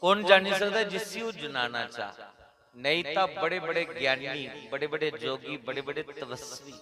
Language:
Dogri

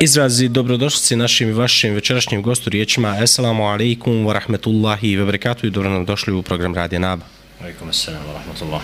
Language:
Bosnian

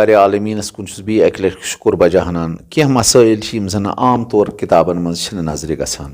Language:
Kashmiri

